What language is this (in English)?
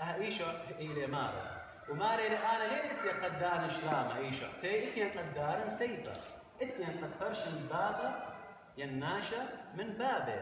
Assyrian Neo-Aramaic